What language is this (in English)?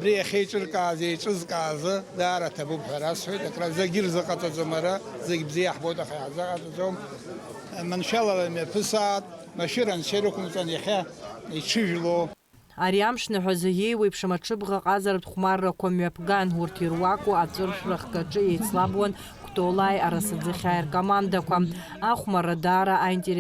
Abkhazian